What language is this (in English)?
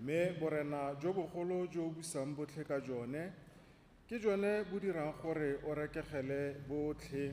Tswana